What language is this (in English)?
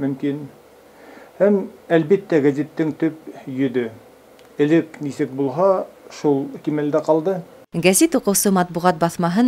Bashkir